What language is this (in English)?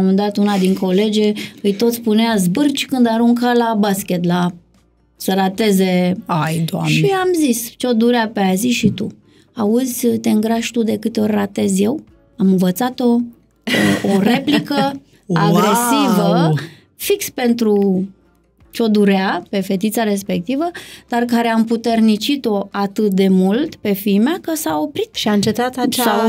Romanian